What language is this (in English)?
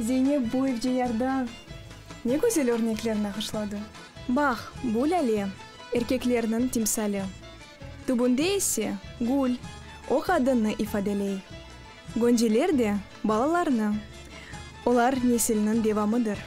Crimean Tatar